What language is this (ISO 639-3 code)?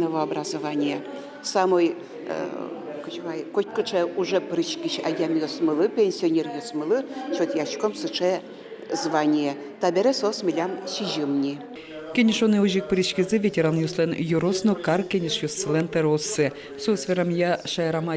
udm